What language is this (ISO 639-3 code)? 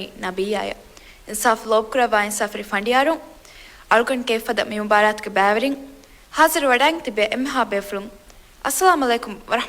div